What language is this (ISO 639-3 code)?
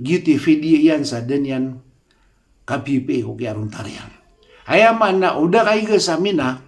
mrw